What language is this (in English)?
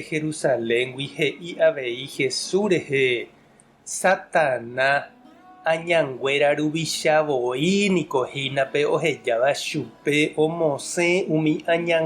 Guarani